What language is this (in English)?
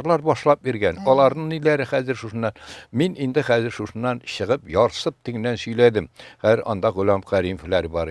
Tatar